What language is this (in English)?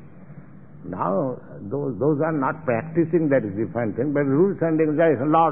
Tamil